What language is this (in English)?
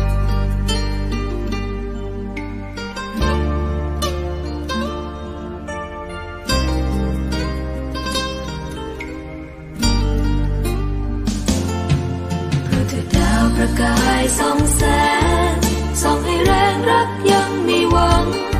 Thai